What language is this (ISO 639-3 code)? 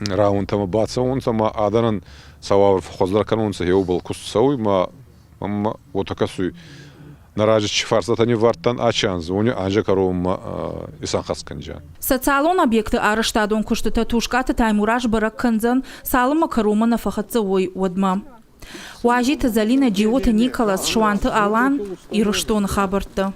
oss